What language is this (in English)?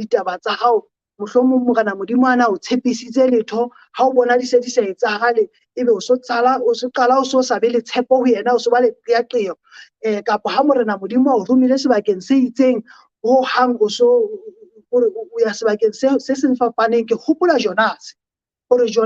Southern Sotho